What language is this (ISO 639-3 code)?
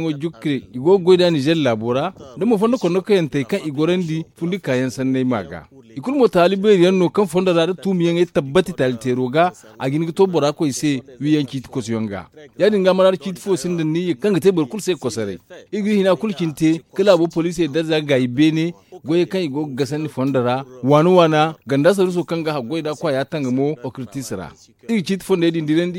dje